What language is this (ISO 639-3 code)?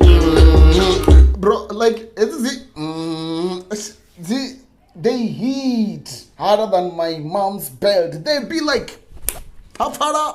ven